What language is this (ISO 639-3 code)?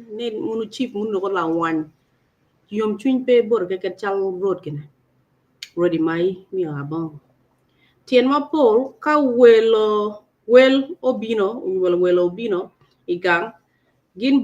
ach